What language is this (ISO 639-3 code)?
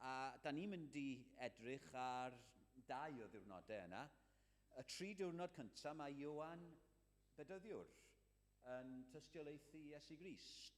cym